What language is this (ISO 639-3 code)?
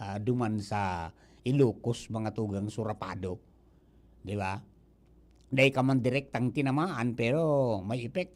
bik